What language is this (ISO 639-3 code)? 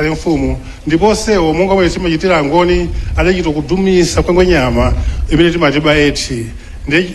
nya